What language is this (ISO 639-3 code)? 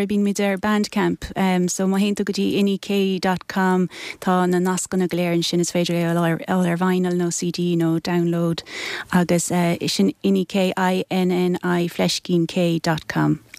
gle